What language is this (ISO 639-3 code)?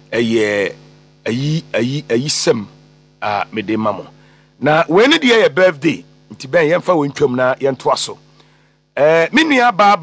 aka